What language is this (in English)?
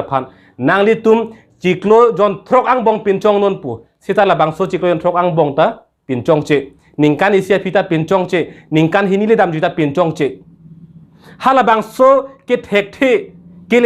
Karbi